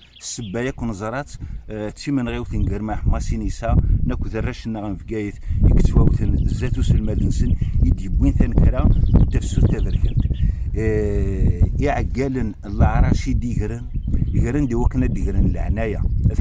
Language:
Kabyle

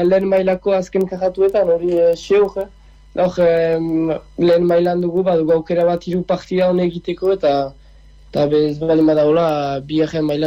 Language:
Basque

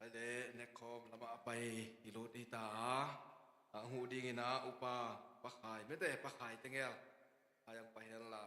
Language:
Tedim Chin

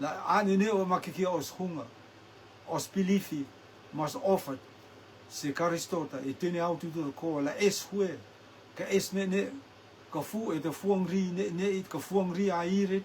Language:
Rotuman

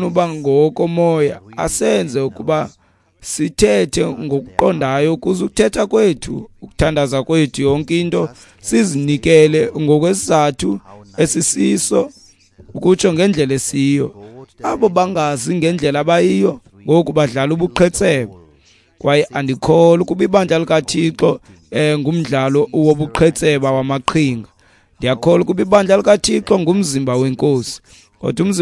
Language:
Xhosa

